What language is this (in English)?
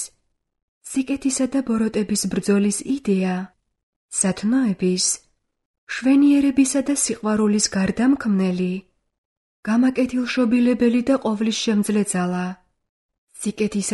Georgian